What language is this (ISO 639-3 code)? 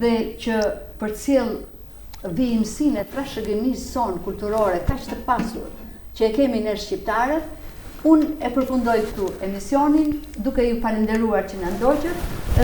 sqi